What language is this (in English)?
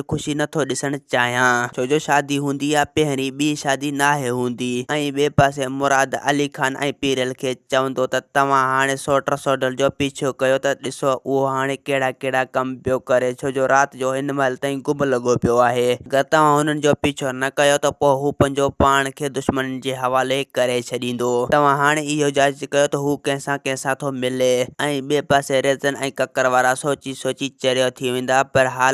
Sindhi